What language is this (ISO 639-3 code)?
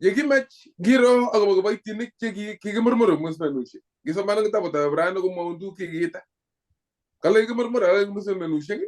kln